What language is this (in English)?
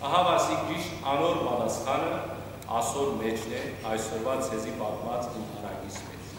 Western Armenian